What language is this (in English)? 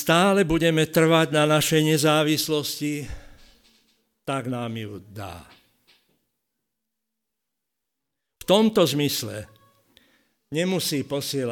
Slovak